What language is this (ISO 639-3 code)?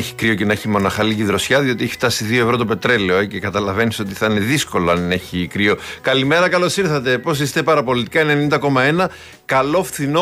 ell